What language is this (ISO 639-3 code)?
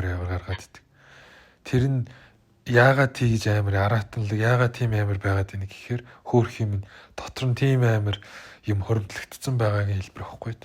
mon